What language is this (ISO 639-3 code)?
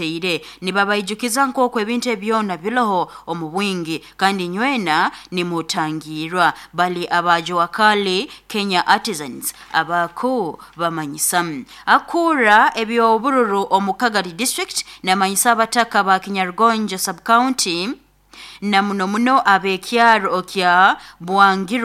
nyo